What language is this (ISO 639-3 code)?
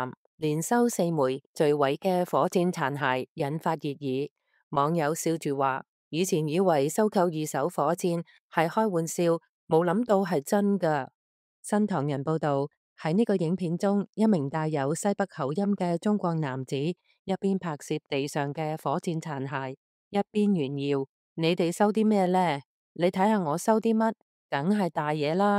yue